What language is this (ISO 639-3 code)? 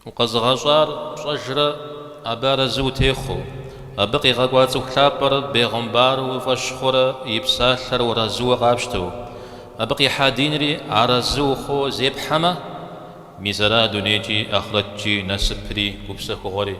kbd